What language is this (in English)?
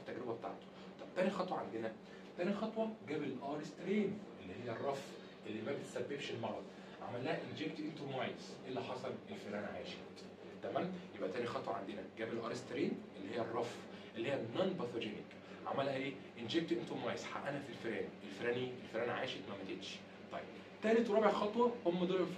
Egyptian Arabic